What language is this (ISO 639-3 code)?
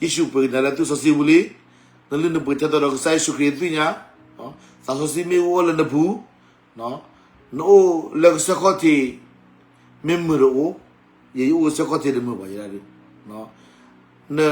ksw